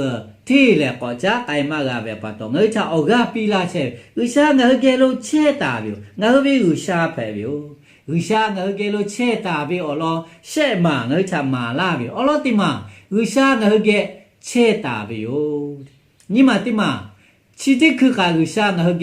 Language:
Lahu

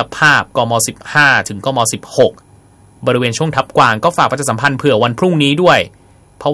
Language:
Thai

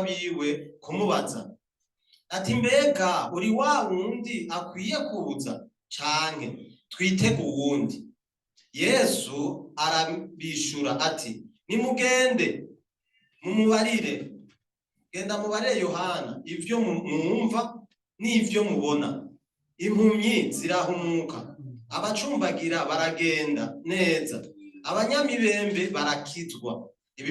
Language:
Rundi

